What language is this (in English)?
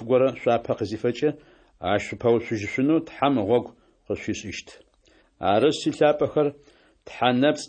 Adyghe